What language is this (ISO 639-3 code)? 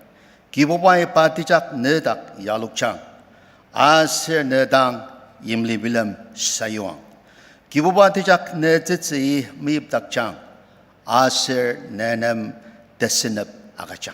njo